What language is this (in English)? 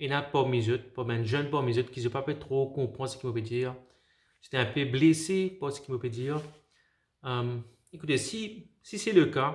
Morisyen